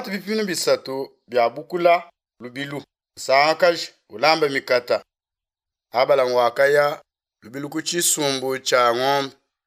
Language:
Luba-Lulua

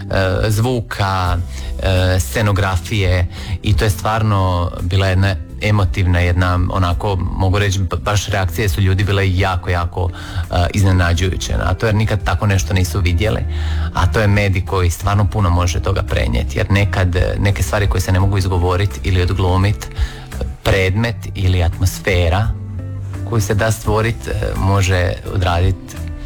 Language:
Croatian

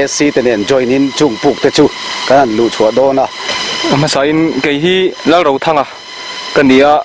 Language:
Mizo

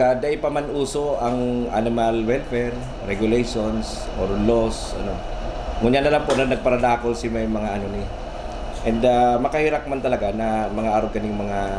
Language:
Bikol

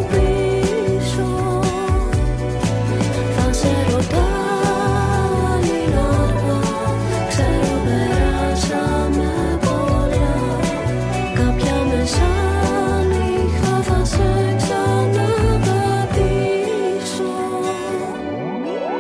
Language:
Greek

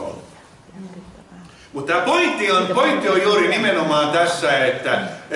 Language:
Finnish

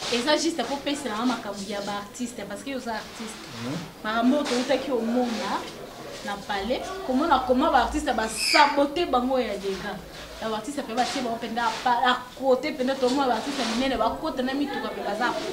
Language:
Lingala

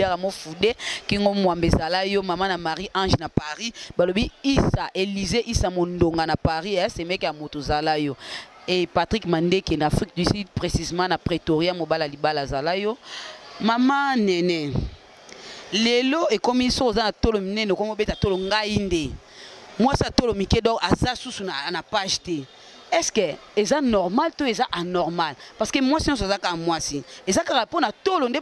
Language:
Lingala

